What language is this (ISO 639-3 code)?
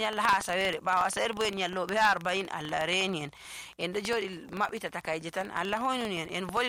fuv